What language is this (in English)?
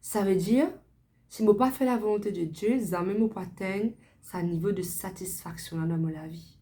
Morisyen